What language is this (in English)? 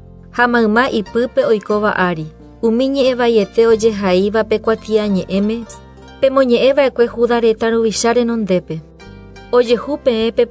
Guarani